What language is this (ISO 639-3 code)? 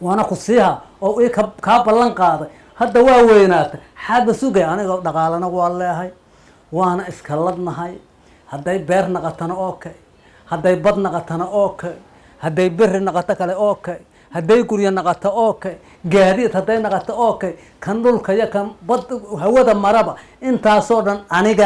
som